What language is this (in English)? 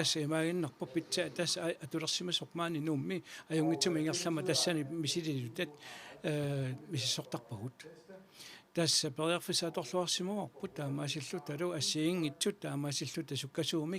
Kalaallisut